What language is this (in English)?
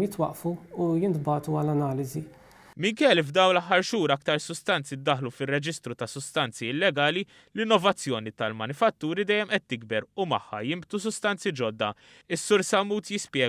Maltese